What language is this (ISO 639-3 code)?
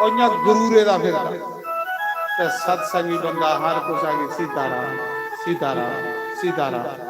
doi